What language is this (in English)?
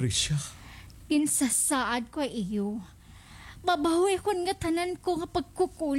Waray